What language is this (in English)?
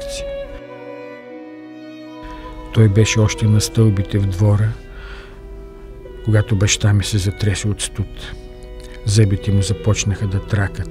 Bulgarian